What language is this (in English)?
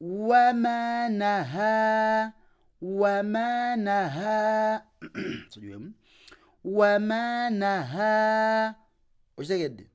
Ganda